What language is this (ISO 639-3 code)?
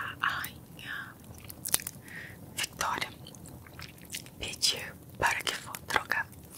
por